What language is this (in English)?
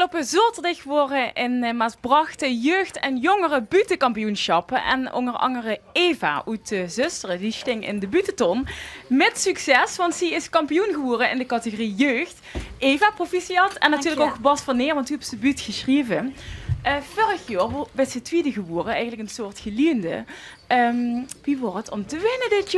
Limburgish